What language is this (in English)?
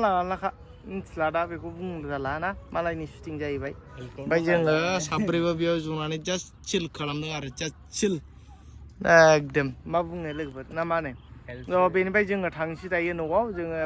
Bodo